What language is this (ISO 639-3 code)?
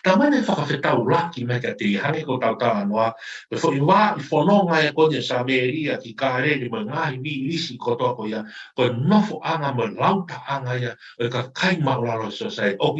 ton